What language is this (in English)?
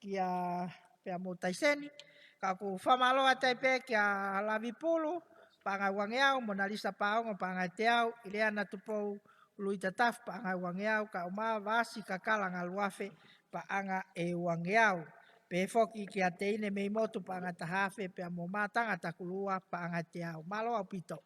Tongan